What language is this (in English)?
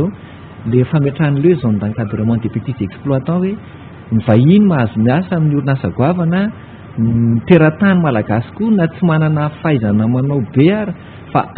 Malagasy